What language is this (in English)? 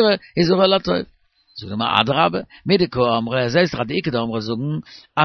Yiddish